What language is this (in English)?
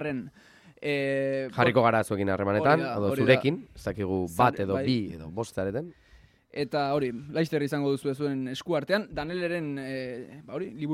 Basque